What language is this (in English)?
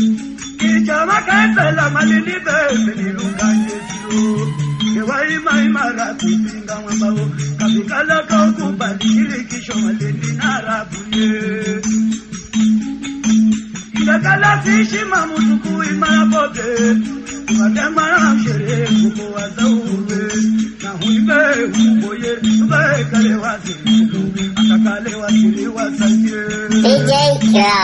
Swahili